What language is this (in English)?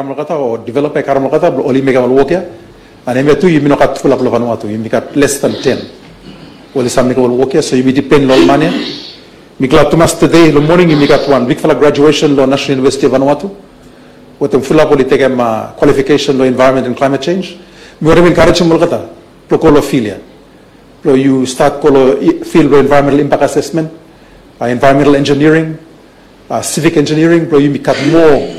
Bislama